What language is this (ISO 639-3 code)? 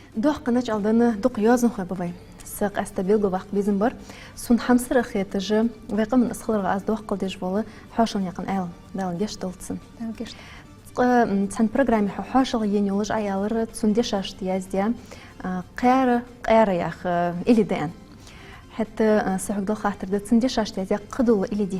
inh